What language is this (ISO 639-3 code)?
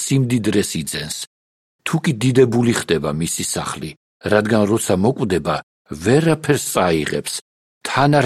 kat